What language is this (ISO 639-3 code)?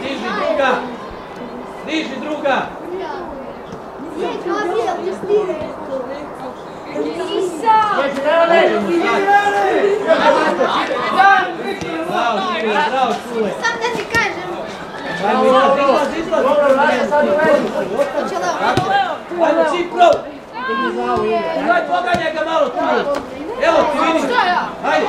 hrv